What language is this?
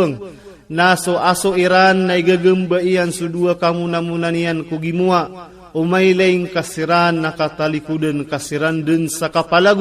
Iranun (Philippines)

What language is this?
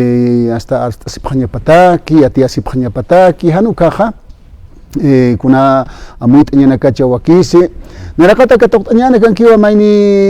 Aymara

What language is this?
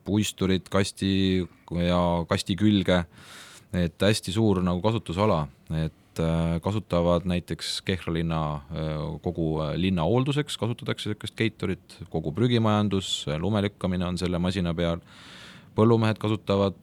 Estonian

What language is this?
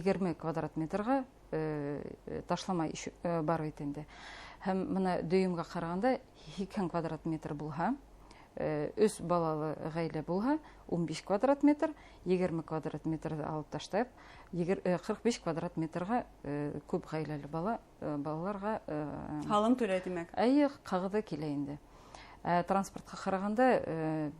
Bashkir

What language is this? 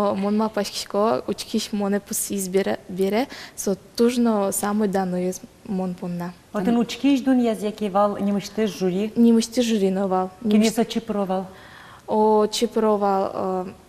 Udmurt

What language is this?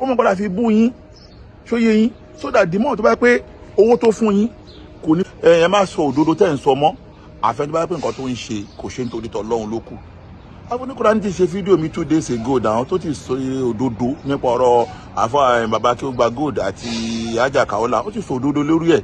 Yoruba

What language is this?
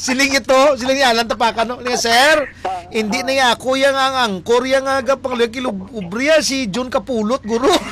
Hiligaynon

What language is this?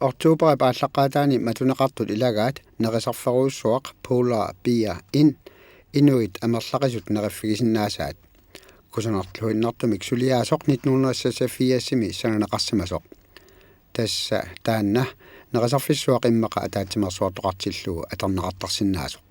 Kalaallisut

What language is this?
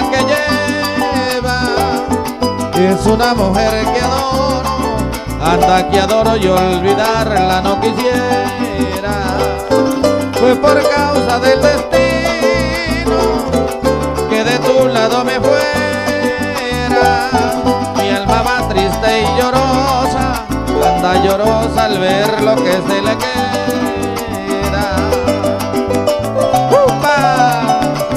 Spanish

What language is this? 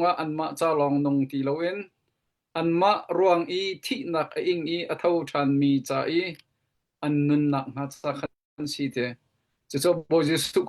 Hakha Chin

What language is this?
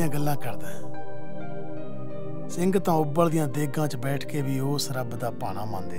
Punjabi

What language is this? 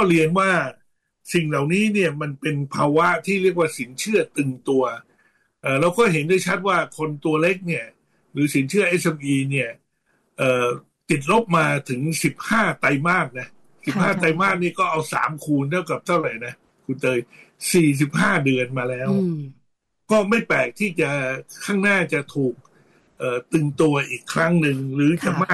Thai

